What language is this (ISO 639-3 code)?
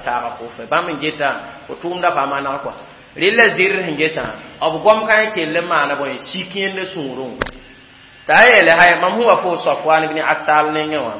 mos